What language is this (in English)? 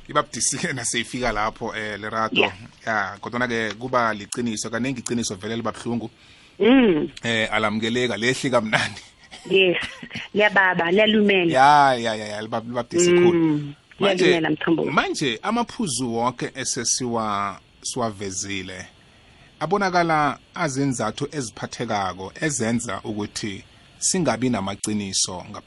South Ndebele